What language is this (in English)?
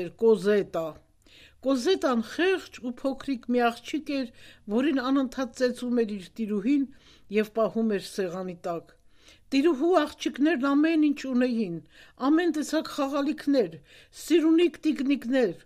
Armenian